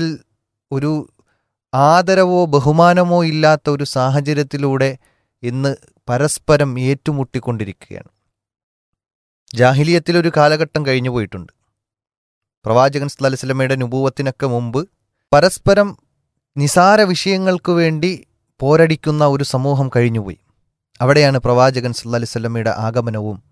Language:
Malayalam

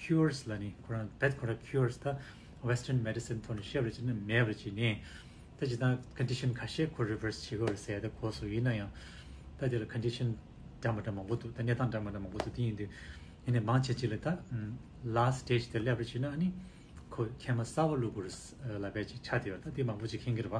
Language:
Tibetan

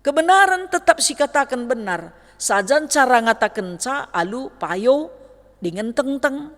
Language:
Batak Karo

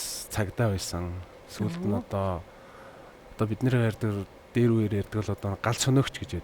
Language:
Mongolian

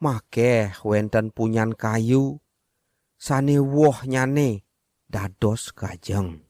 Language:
Balinese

